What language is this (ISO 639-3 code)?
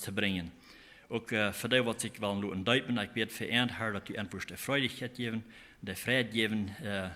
pdt